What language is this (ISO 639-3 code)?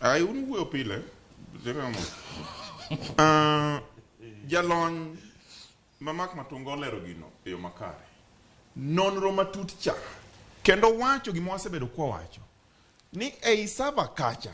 luo